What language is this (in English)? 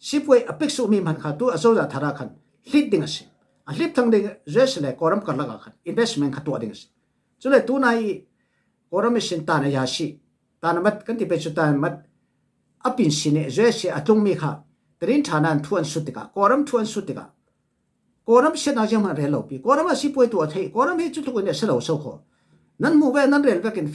Falam Chin